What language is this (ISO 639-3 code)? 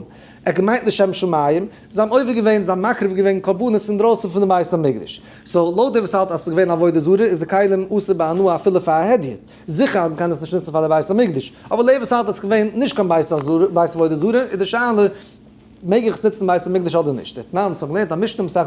yid